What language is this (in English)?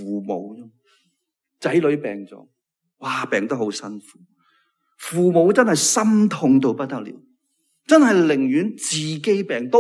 Cantonese